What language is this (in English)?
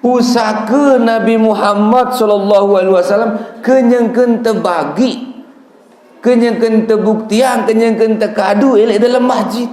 Sasak